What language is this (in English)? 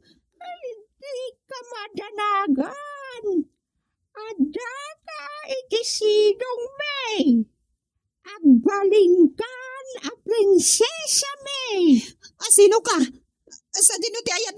Iloko